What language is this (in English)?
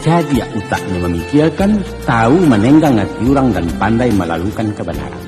Minangkabau